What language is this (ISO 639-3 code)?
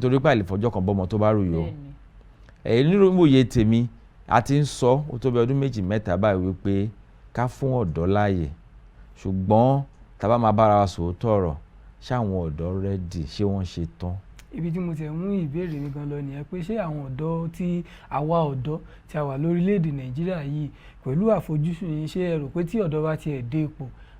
yor